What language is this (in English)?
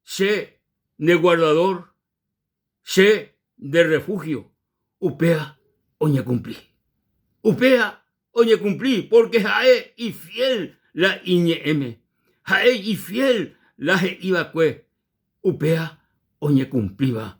Guarani